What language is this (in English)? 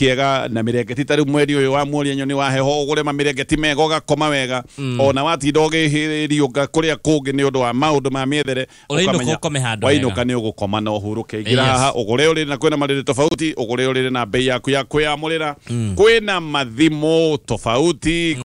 Kikuyu